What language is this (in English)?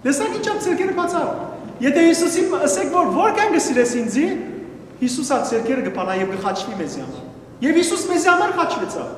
Western Armenian